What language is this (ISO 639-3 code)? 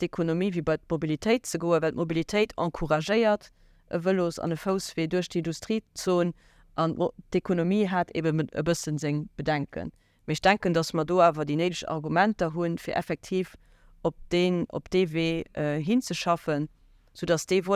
ltz